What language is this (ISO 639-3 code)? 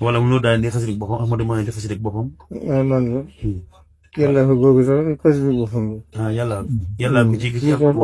wol